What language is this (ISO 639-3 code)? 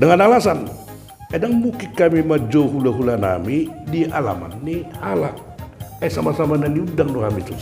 bbc